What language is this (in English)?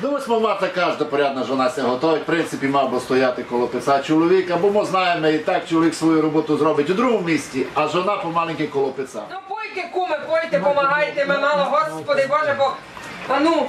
Rusyn